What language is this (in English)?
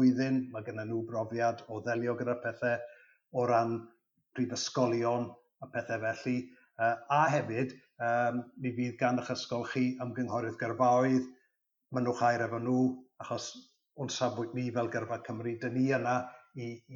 Welsh